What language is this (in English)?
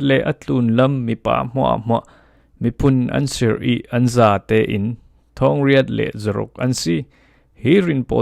Falam Chin